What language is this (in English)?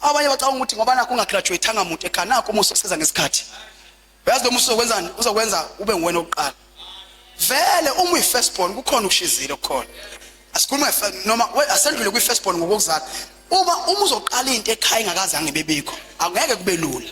Zulu